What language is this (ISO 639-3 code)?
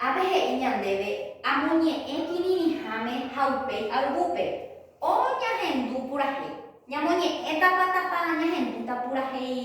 grn